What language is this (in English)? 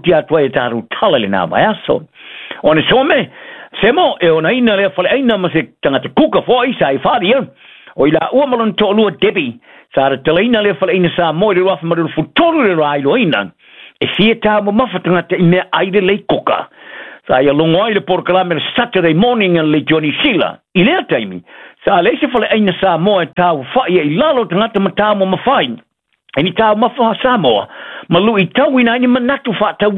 Samoan